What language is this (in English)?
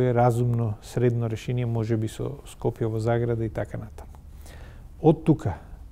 Macedonian